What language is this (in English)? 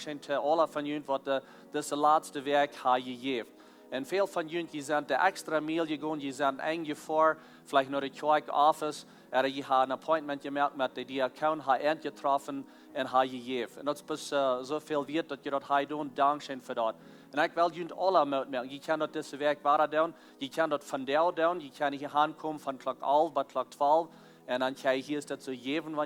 Plautdietsch